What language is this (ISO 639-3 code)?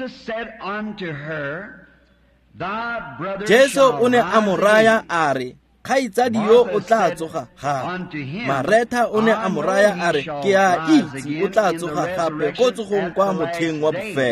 tsn